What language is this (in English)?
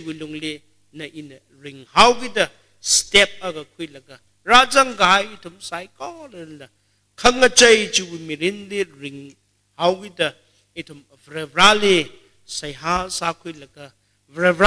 Tangkhul Naga (India)